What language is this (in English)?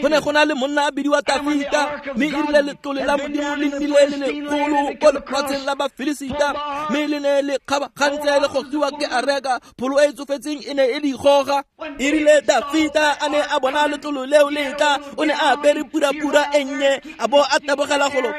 Tswana